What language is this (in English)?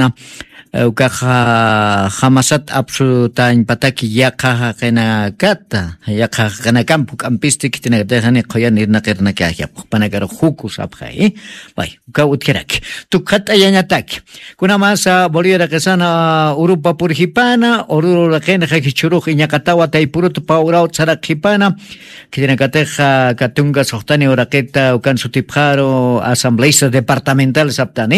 Aymara